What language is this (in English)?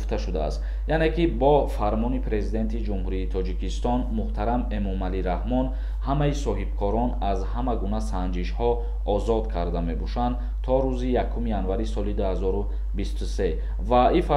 Tajik